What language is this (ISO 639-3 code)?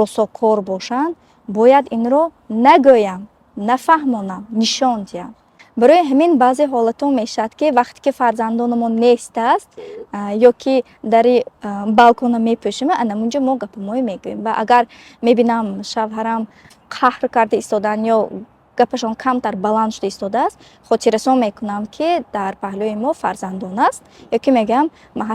tgk